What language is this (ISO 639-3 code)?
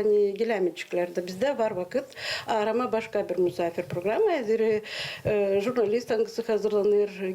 gag